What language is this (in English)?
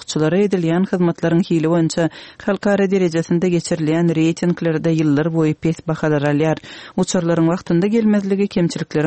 Turkmen